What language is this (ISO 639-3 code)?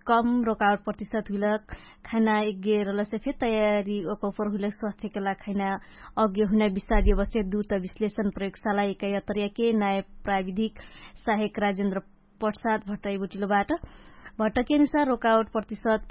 thl